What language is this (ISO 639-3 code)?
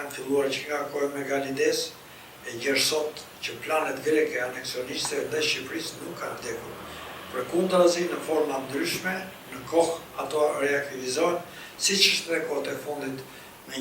sqi